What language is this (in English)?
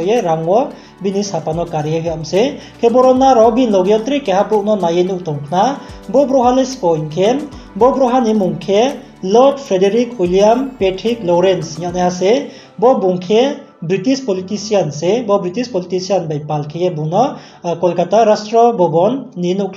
Riang (India)